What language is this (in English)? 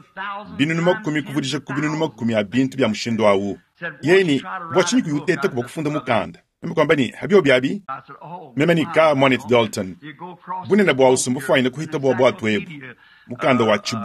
Luba-Lulua